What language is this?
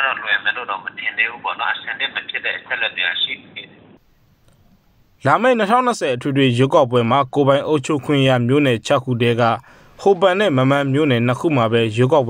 Burmese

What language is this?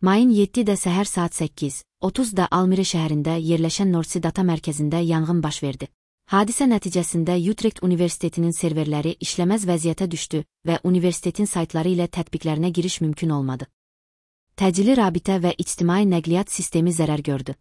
Azerbaijani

